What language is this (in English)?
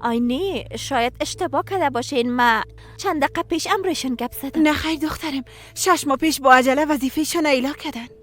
Persian